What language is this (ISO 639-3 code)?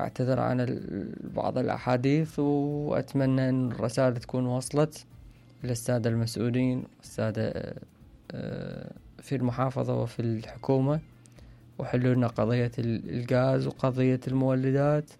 acm